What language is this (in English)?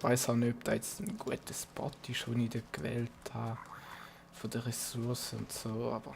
Swiss German